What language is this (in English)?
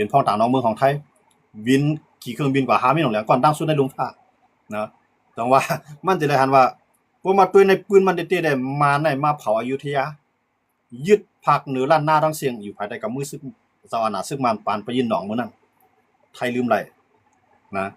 Shan